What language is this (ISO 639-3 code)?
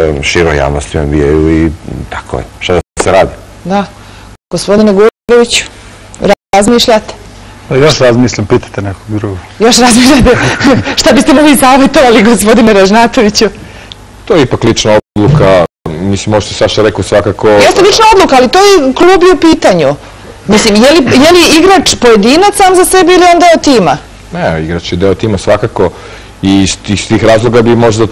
srp